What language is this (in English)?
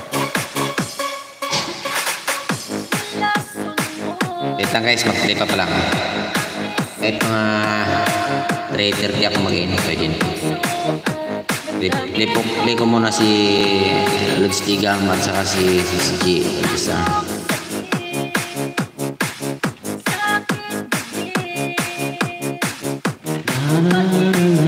Filipino